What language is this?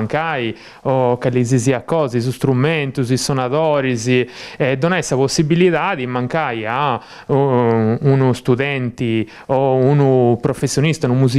Sardinian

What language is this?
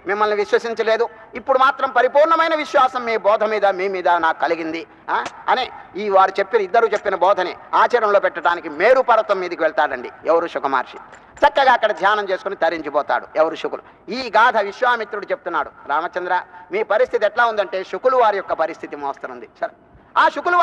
Telugu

